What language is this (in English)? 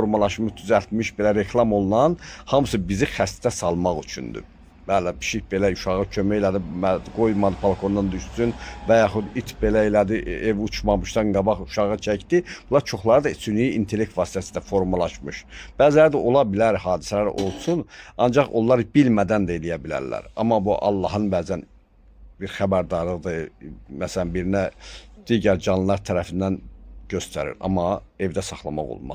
Azerbaijani